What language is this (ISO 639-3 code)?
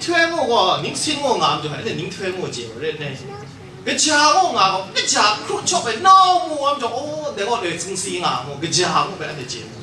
kac